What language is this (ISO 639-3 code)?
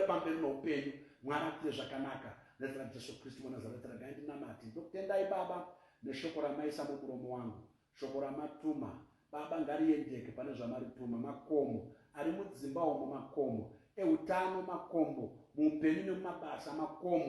sna